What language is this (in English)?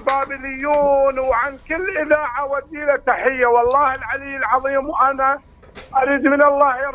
Mesopotamian Arabic